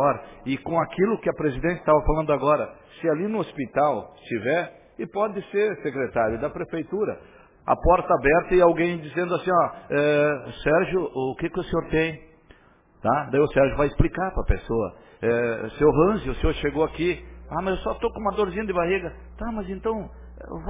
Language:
Portuguese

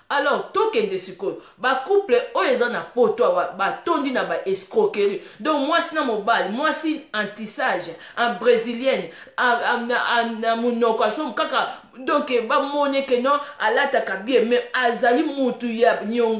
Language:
Lingala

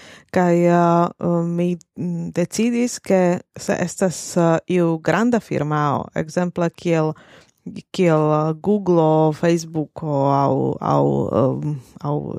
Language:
Esperanto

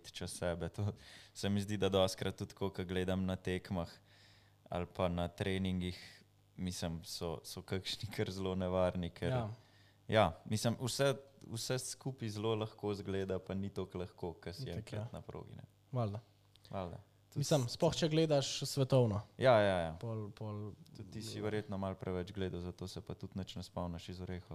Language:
Slovenian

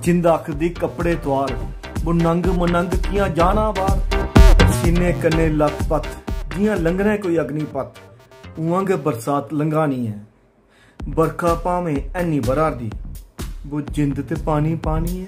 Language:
Dogri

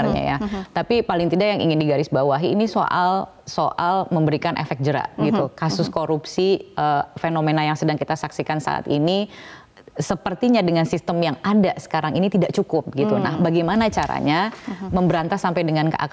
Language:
Indonesian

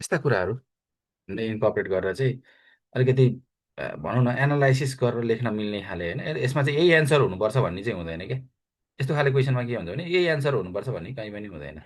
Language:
Nepali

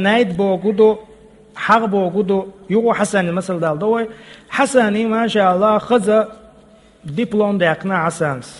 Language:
Chechen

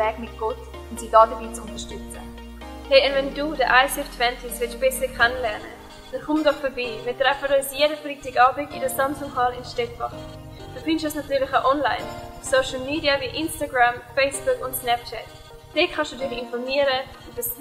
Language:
Swiss German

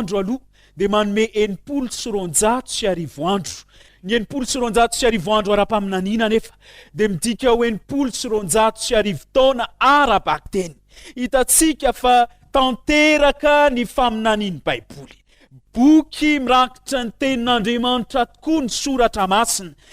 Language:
Malagasy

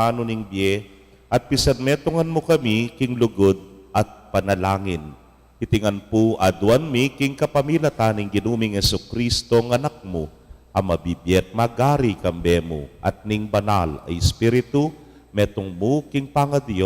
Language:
Pampanga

